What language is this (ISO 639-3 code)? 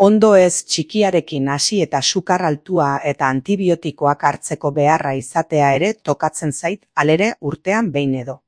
eus